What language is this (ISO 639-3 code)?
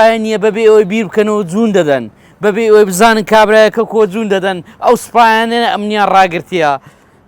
ckb